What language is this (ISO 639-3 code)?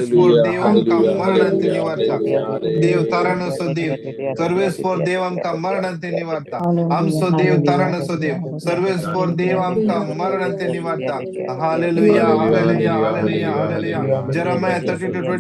kok